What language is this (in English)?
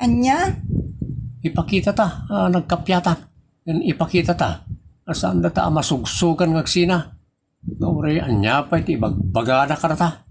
Iloko